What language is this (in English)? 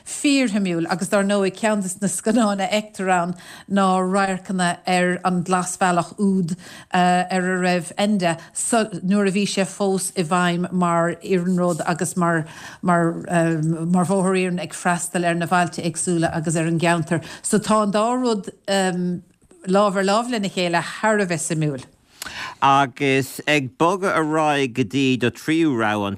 Irish